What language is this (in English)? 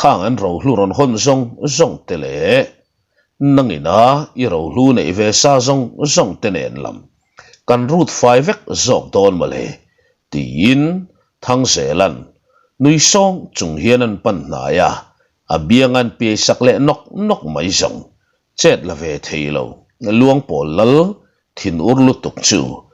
Mizo